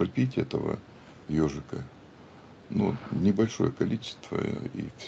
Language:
Russian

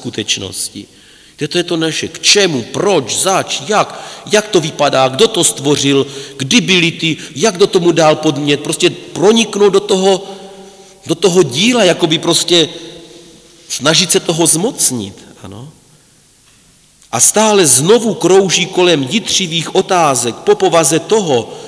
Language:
Czech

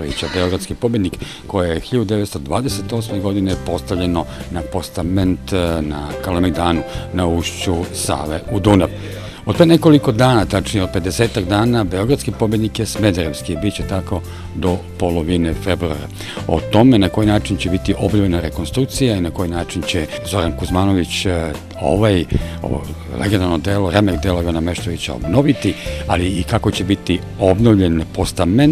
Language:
Serbian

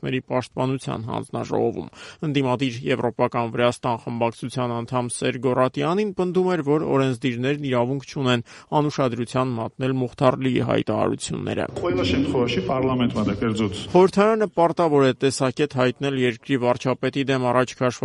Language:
Armenian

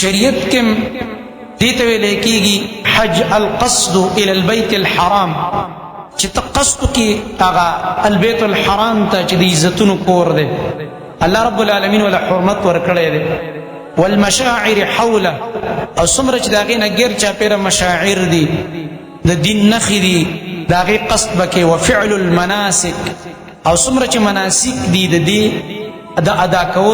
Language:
Pashto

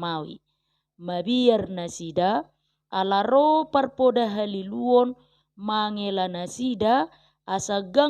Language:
Batak Toba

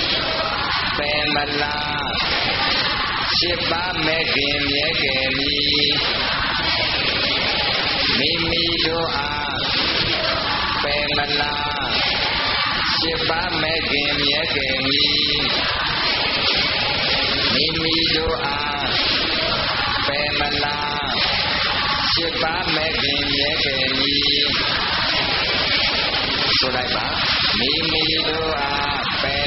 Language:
Burmese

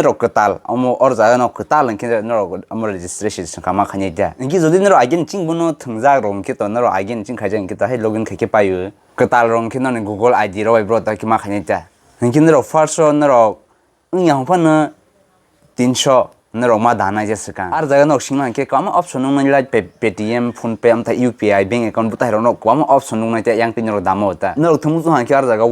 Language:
Kok Borok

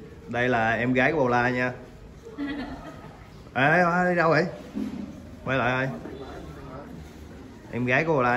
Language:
Vietnamese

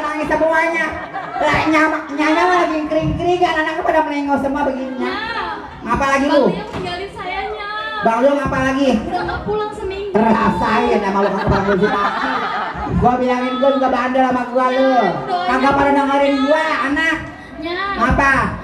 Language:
Betawi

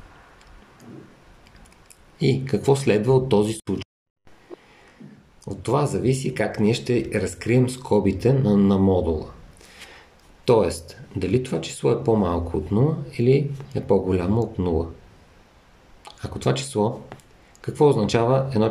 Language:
Bulgarian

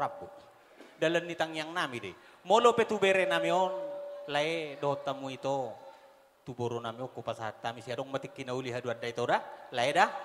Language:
Batak Toba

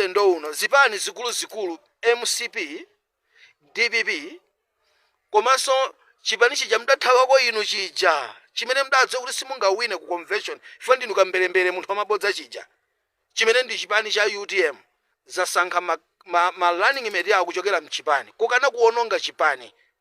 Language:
Nyanja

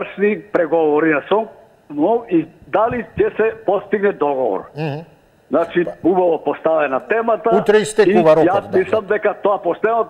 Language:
Macedonian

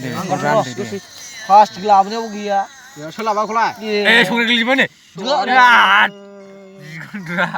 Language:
Bodo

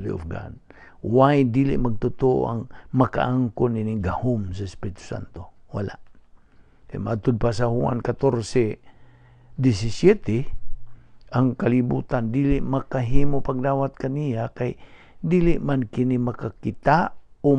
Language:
Cebuano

